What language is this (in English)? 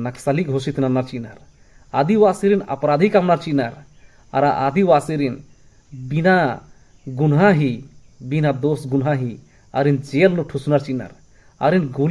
Kurukh